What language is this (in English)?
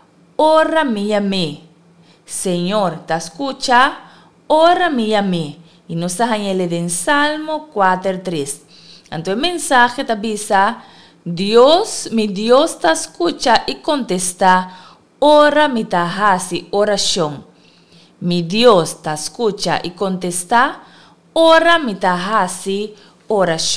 Papiamento